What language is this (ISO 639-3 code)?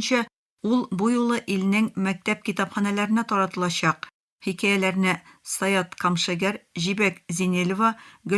tat